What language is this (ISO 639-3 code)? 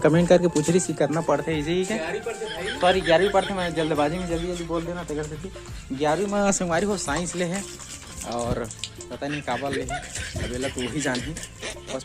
hne